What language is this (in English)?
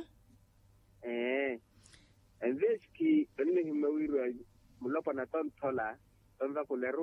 Makhuwa